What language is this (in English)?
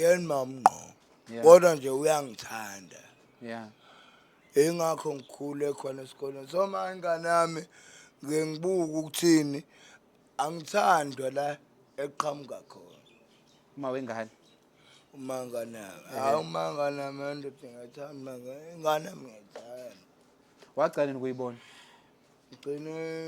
Zulu